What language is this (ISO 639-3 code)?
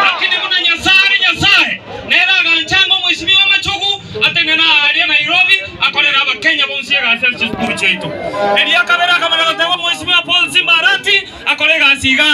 guz